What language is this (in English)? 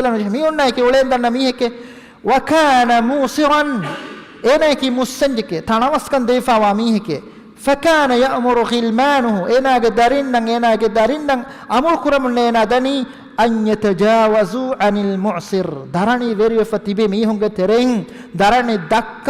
Divehi